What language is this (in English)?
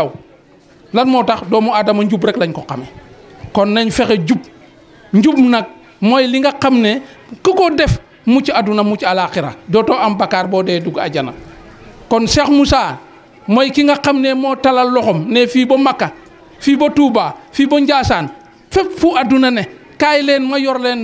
Wolof